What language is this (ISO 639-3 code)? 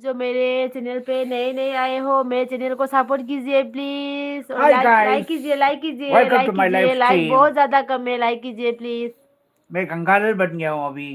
mni